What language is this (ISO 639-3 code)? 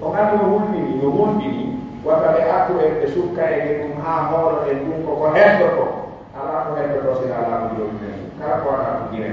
fuf